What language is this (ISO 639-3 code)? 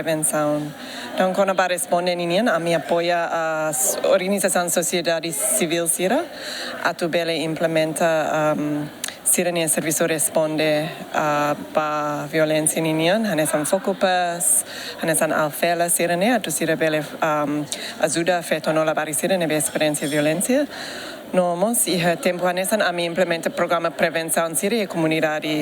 tet